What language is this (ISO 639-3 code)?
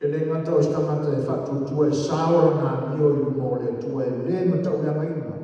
smo